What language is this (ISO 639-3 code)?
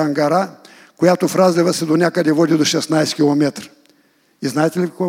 bul